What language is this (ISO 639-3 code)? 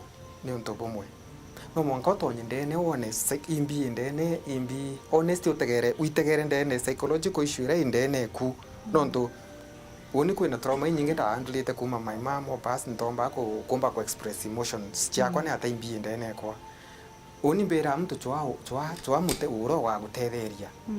mer